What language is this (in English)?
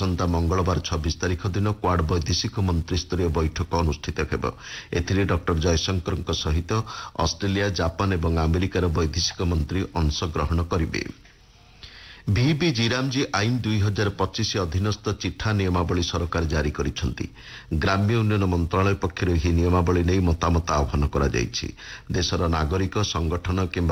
Odia